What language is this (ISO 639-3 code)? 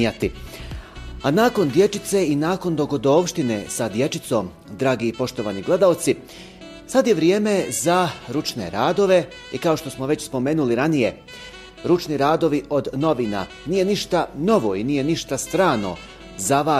bos